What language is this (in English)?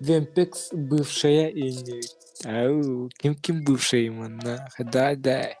Yakut